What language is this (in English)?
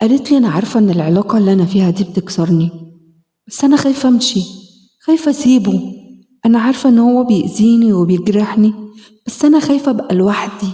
Egyptian Arabic